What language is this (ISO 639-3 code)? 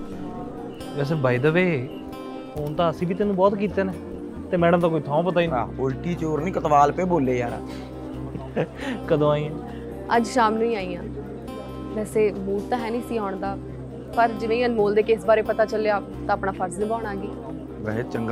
pan